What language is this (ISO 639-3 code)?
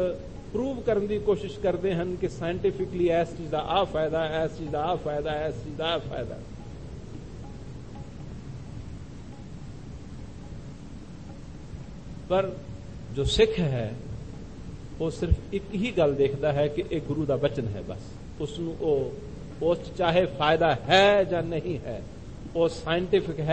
pan